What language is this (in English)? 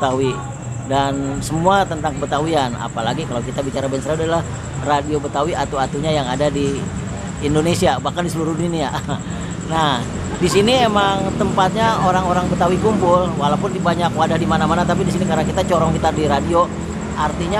Betawi